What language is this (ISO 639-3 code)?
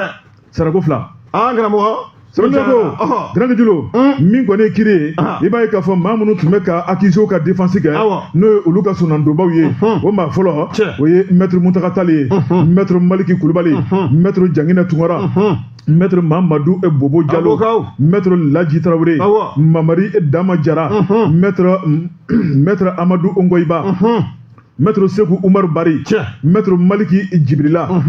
bam